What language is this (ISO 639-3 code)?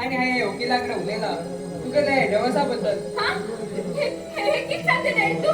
kok